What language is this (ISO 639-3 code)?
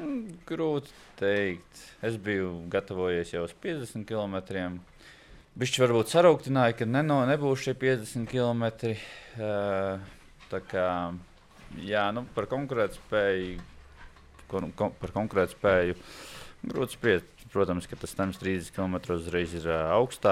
lav